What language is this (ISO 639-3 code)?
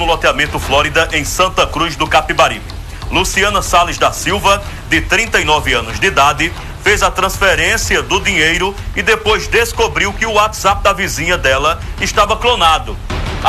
por